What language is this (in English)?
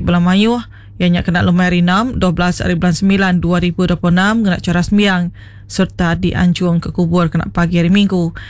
Iban